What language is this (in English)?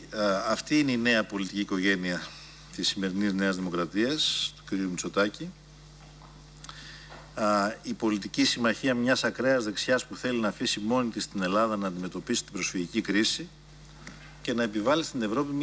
Greek